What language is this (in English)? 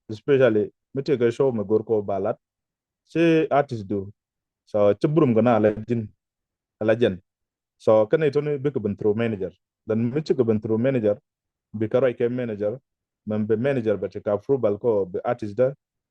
Nuer